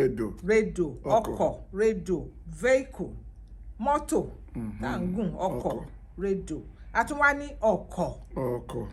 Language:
Yoruba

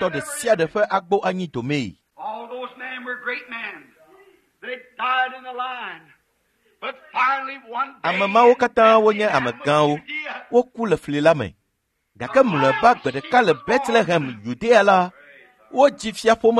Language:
Ewe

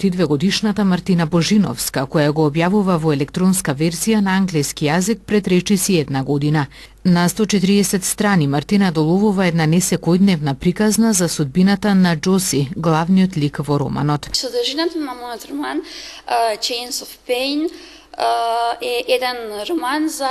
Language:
Macedonian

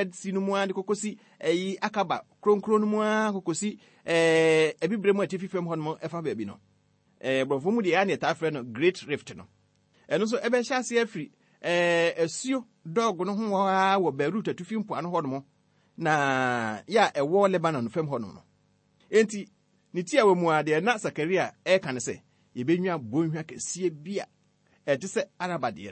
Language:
Akan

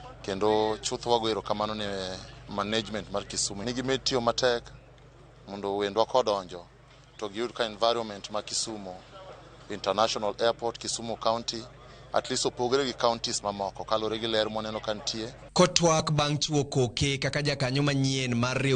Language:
Luo (Kenya and Tanzania)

